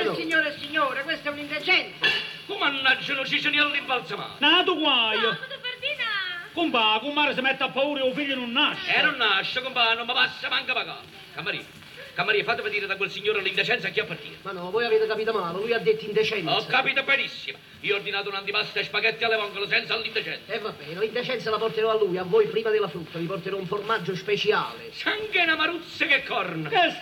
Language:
Neapolitan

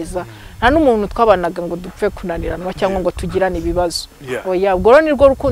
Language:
Kinyarwanda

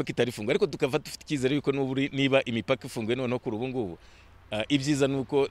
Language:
Kinyarwanda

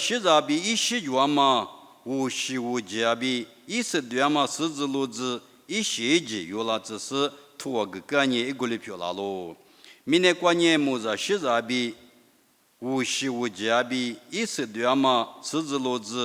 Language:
Lisu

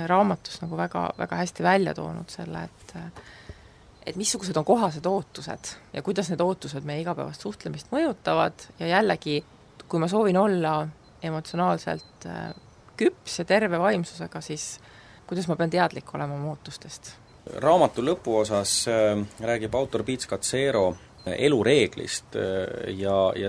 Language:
Estonian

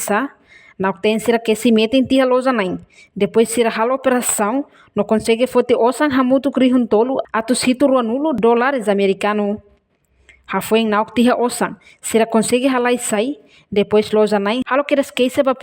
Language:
Tetum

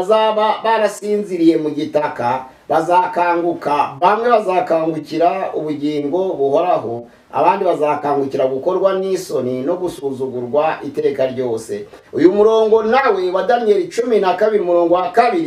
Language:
Kinyarwanda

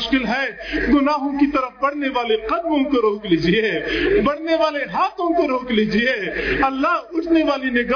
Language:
Urdu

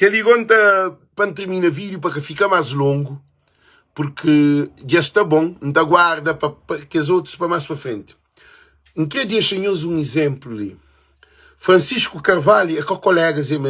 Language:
Kabuverdianu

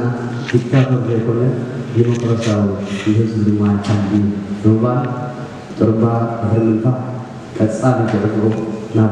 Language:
Tigrinya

